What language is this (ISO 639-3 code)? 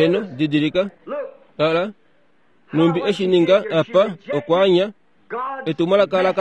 kua